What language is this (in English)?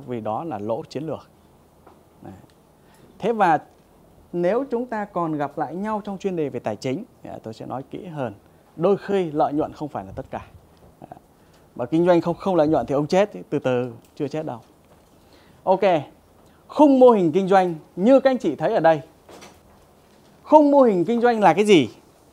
Vietnamese